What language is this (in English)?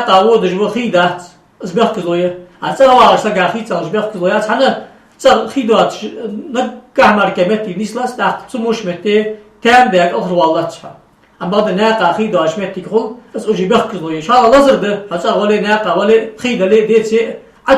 Ingush